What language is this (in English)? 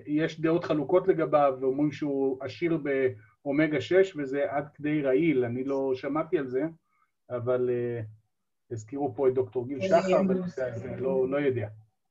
Hebrew